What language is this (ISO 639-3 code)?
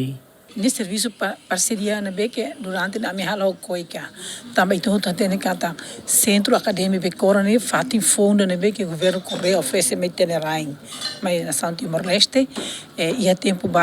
tet